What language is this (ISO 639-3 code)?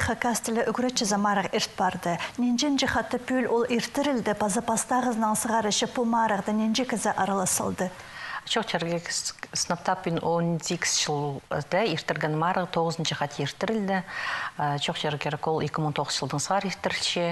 kjh